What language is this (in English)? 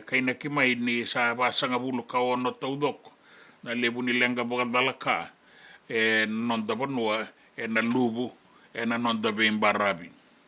Fijian